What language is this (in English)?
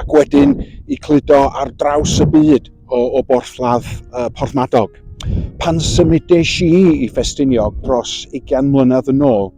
Welsh